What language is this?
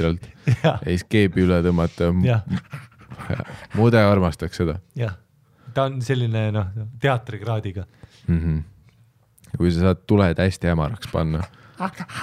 Estonian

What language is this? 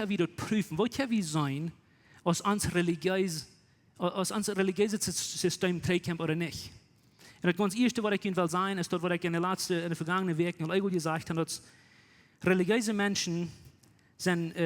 Plautdietsch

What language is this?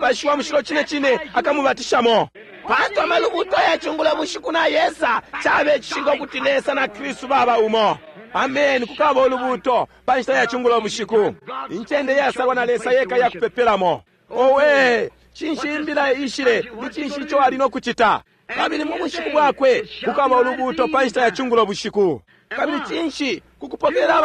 Bemba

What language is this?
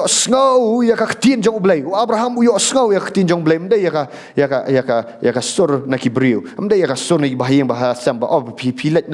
Khasi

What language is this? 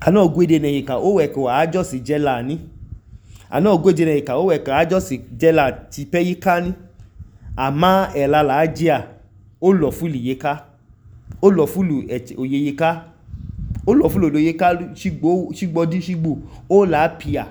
Idoma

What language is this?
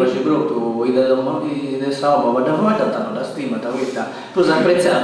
Sardinian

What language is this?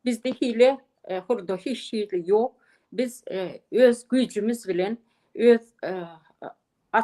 Turkmen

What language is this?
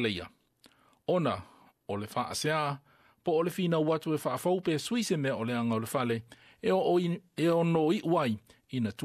Samoan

